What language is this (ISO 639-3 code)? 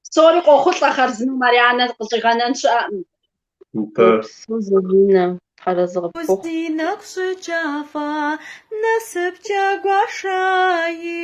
kbd